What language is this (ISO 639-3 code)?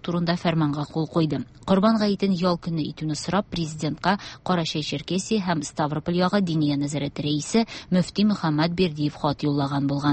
tat